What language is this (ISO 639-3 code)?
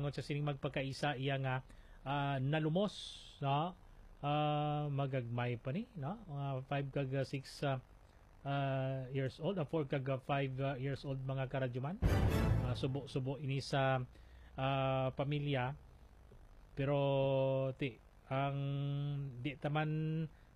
hil